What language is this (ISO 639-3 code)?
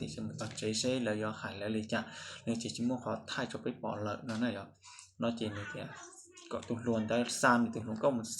hmn